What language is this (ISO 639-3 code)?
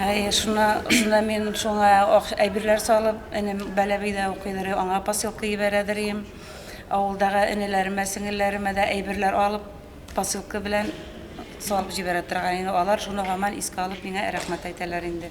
bak